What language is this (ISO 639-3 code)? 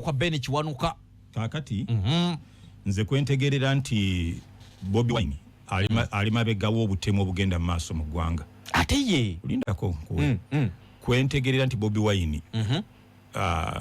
lug